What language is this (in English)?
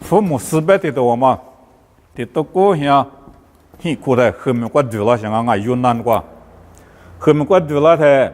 Lisu